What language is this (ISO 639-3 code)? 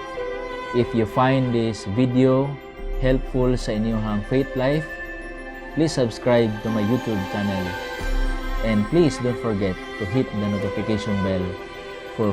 ceb